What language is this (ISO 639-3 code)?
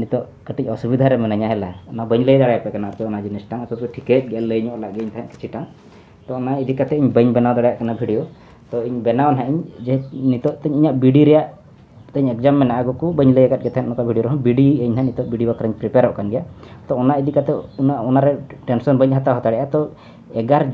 sat